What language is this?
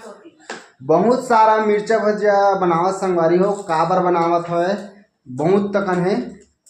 Chhattisgarhi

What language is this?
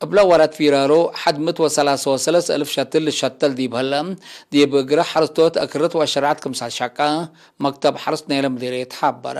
Tigre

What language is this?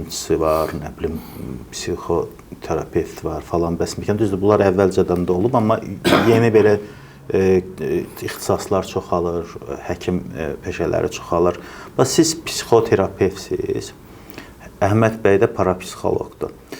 Azerbaijani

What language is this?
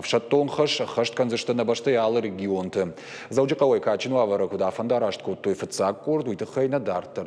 Ossetic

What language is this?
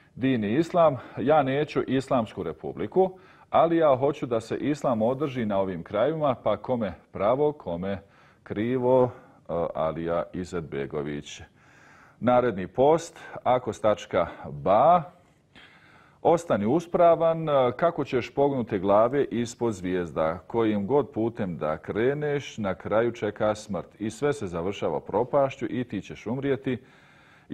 Bosnian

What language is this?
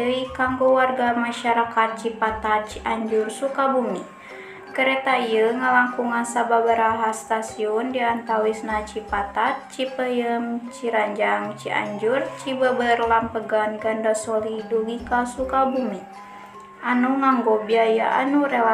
Sundanese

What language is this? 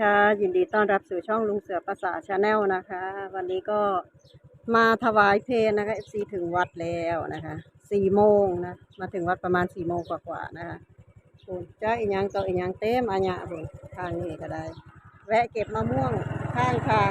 Northeastern Thai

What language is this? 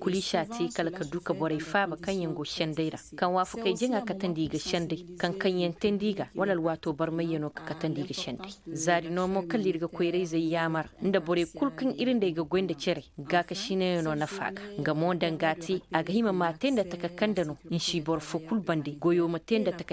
Koyraboro Senni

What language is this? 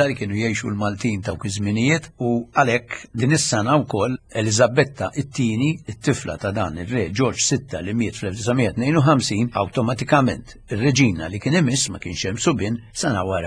Maltese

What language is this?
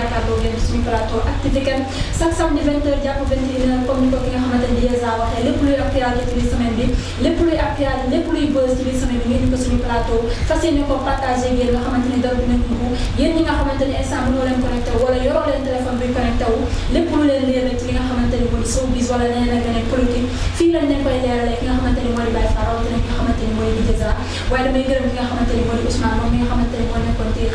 Wolof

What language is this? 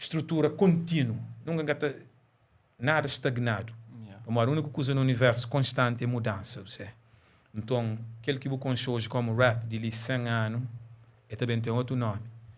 Kabuverdianu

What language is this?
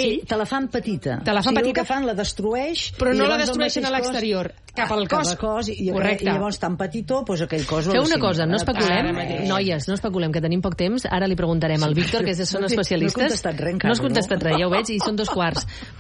Catalan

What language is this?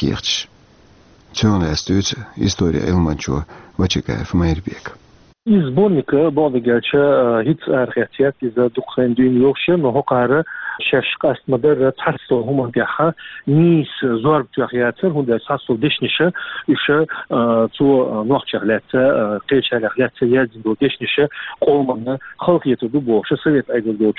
Chechen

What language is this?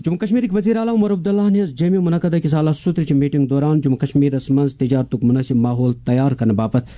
Kashmiri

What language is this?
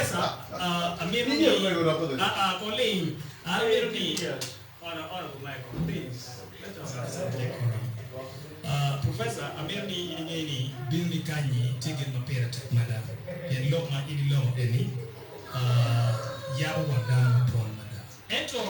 Acoli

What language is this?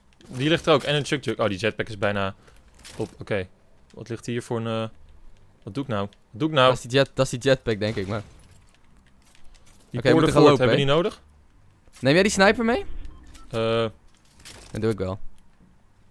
Dutch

